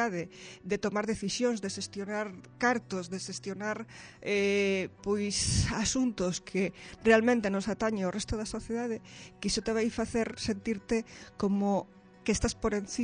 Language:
Galician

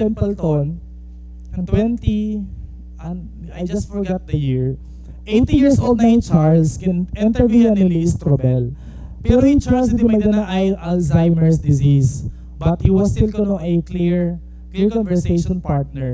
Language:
Waray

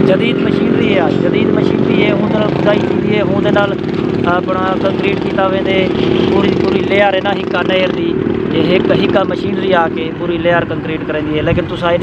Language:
Saraiki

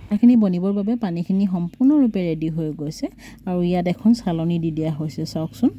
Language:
Assamese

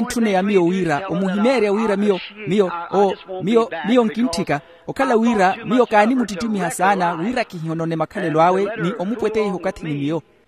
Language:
Makhuwa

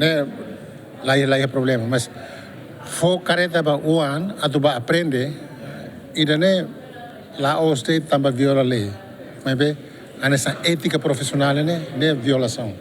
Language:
Tetum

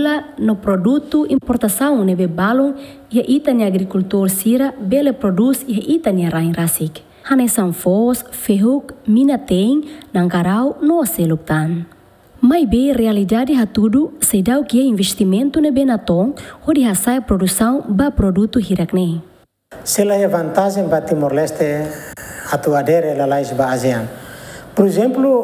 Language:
Tetum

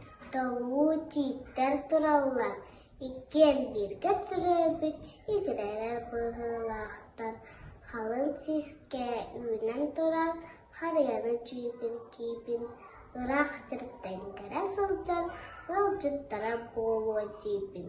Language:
Yakut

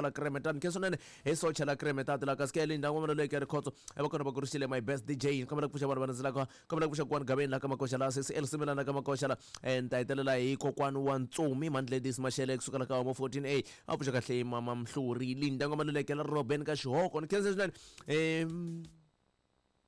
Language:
Tsonga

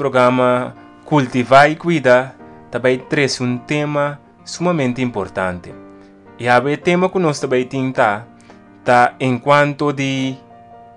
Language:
Papiamento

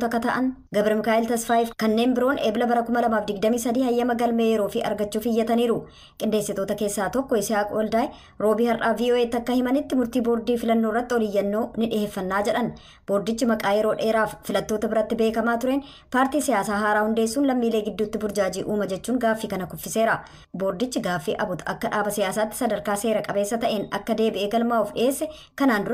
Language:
Oromo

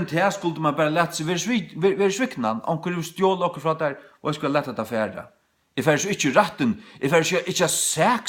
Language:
Faroese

